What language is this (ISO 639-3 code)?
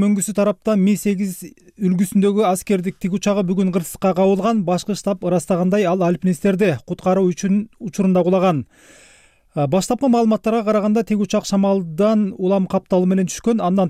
kir